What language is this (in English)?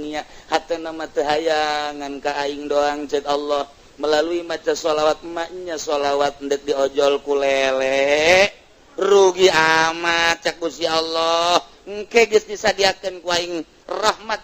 Sundanese